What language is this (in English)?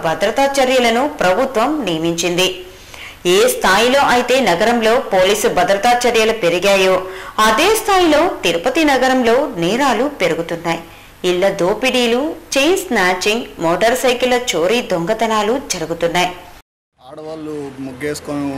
Telugu